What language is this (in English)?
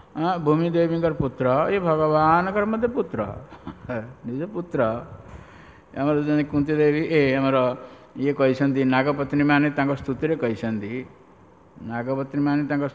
Odia